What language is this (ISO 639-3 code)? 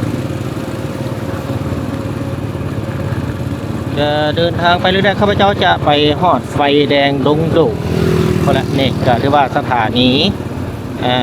lao